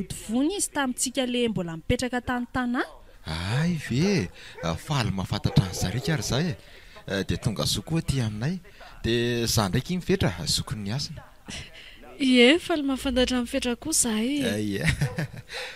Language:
Malagasy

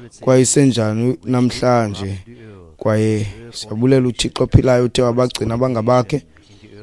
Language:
Xhosa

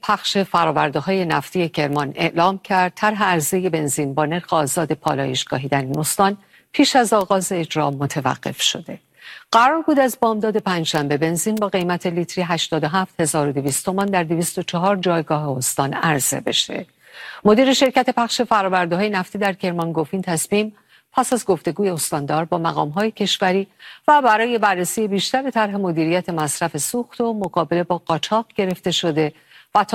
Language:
Persian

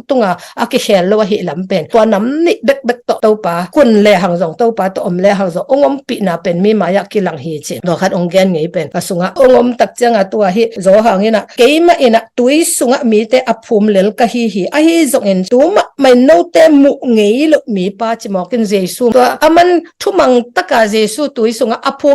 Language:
Tedim Chin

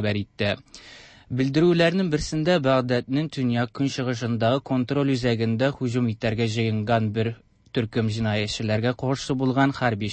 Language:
Tatar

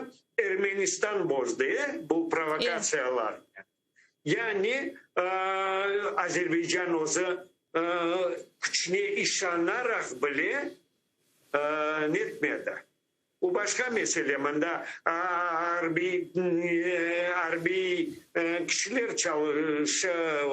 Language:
Crimean Tatar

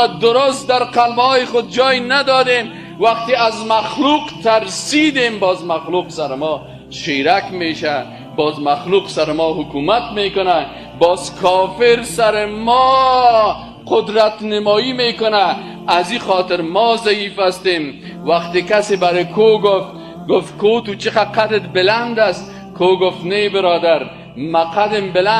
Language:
Persian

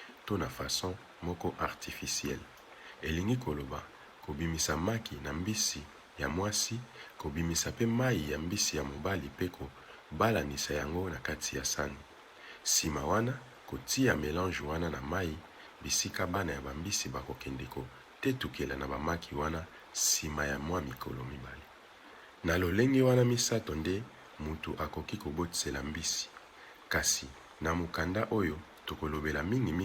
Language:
Lingala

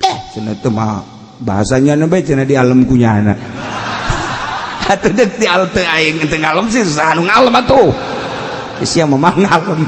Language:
Sundanese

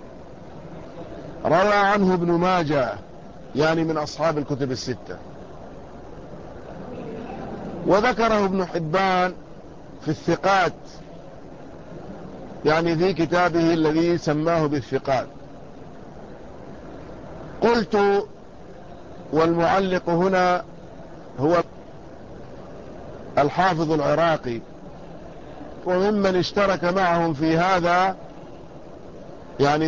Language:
Arabic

